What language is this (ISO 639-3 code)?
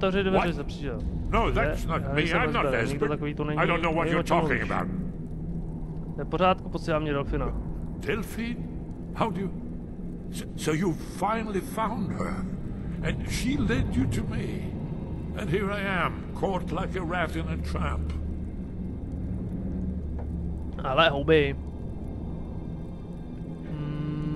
ces